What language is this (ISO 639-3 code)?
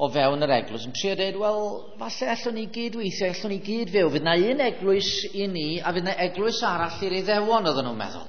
cym